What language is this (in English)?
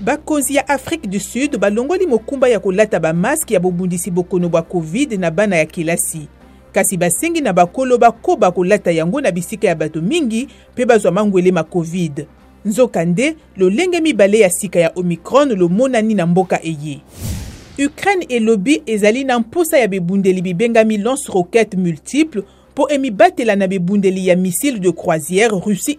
Lingala